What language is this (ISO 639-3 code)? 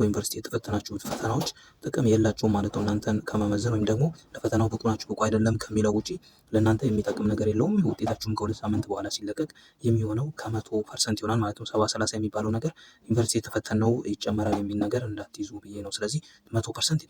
amh